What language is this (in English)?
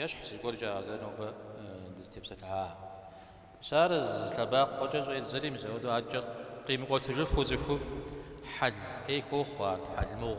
Kabardian